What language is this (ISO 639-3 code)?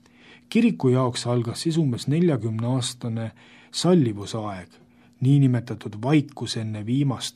est